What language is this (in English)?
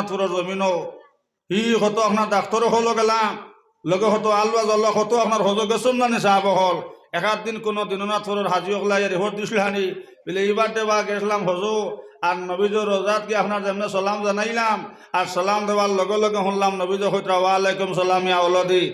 Sylheti